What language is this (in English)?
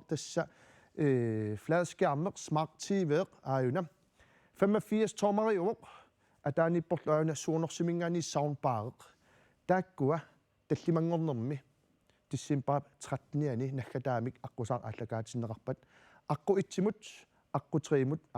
Kalaallisut